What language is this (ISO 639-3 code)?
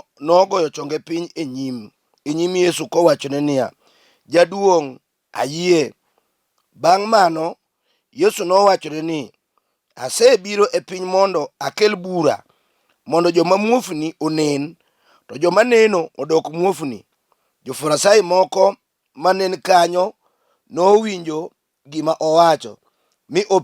luo